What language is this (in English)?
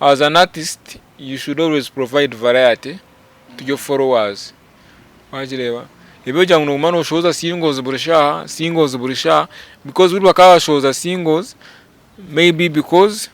Nyankole